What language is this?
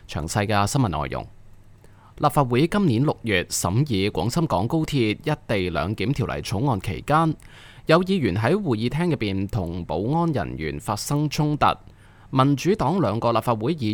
Cantonese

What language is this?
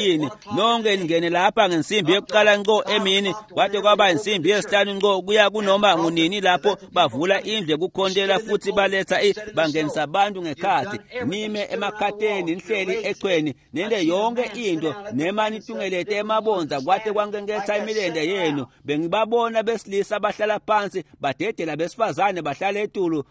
Swati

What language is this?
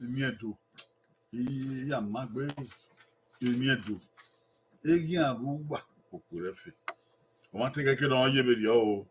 Bini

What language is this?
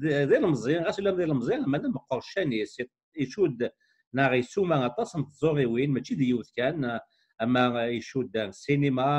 Kabyle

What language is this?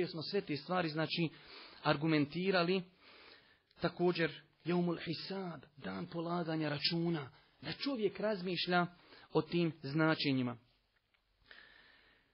Bosnian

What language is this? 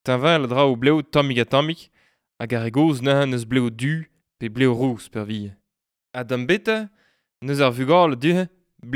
Breton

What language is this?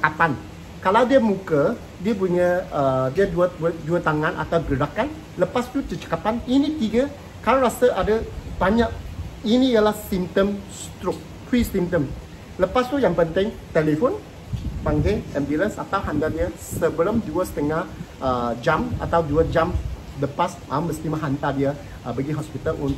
Malay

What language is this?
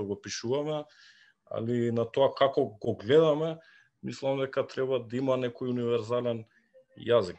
Macedonian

